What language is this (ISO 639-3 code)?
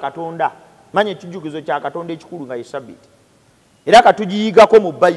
lug